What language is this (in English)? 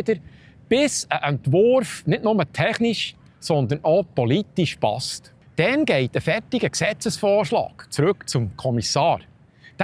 Swiss German